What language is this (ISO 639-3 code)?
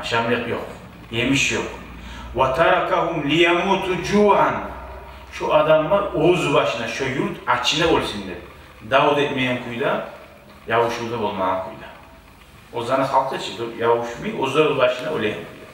kum